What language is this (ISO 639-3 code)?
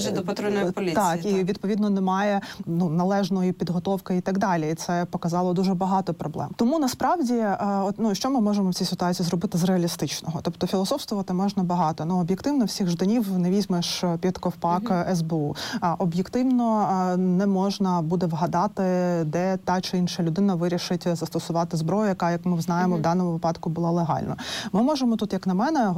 ukr